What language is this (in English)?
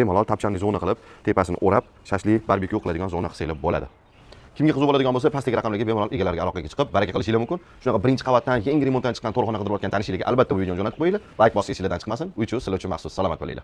Uzbek